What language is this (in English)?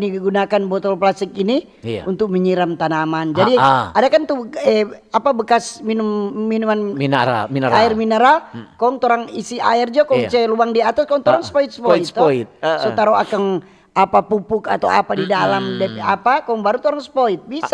Manado Malay